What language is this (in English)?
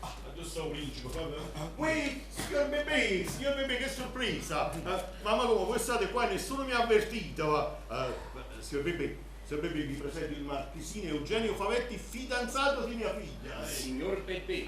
Neapolitan